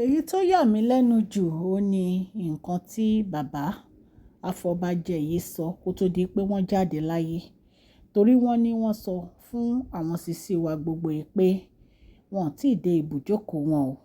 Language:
Yoruba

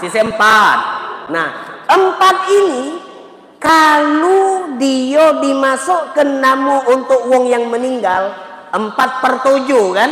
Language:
Musi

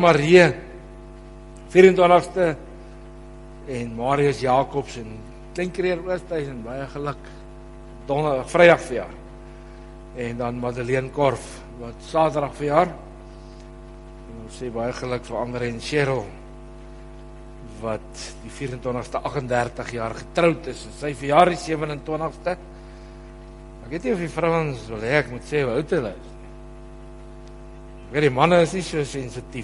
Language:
Afrikaans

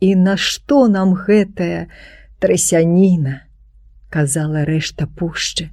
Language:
Belarusian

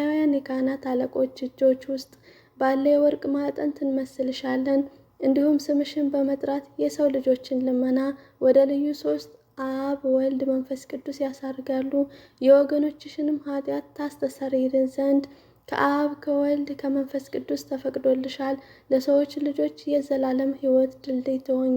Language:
Amharic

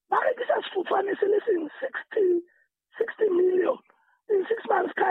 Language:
Southern Sotho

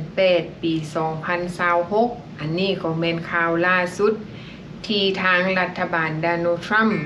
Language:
Lao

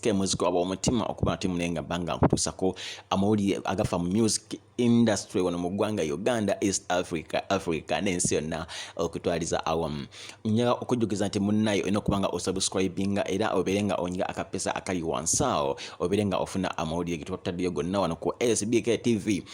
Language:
Ganda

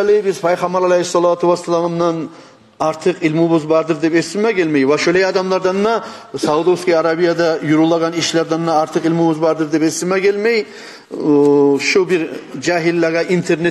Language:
Kumyk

